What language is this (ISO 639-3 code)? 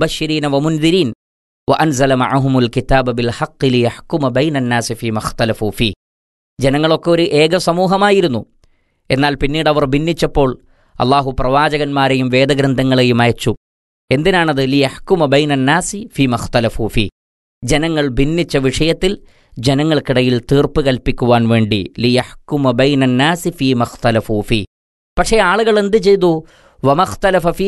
mal